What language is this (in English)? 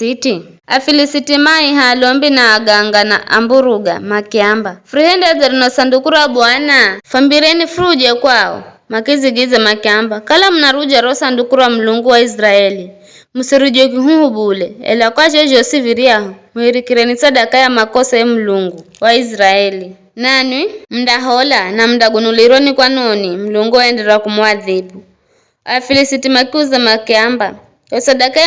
Giryama